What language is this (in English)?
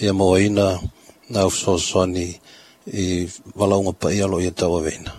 Samoan